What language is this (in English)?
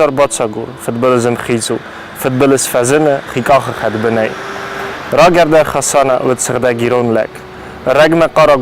Ossetic